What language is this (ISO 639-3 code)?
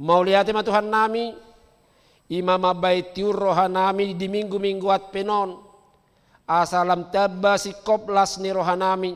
bbc